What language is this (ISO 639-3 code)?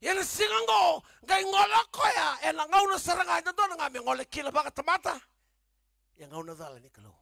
fij